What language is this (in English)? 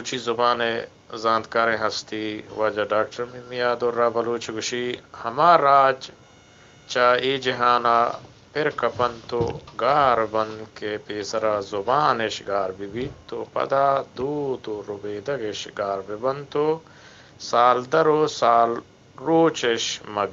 Eastern Balochi